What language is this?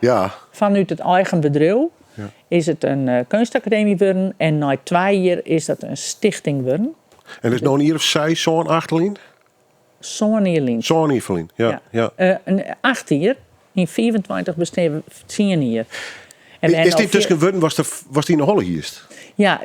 Western Frisian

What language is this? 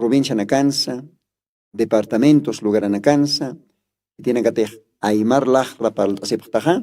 Aymara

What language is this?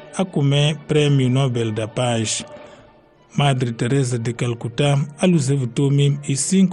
Tsonga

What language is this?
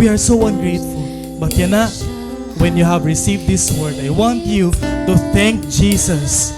Waray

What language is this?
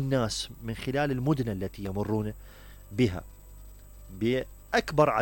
Mesopotamian Arabic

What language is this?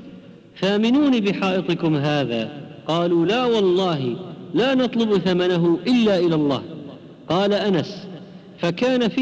Arabic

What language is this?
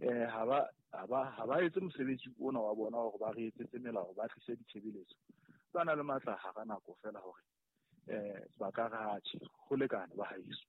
Southern Sotho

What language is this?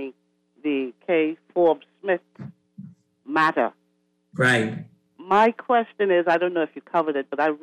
English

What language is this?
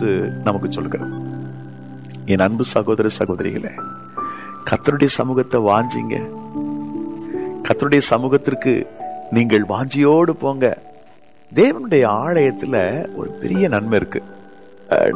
Tamil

